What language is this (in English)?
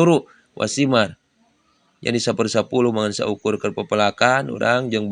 Sundanese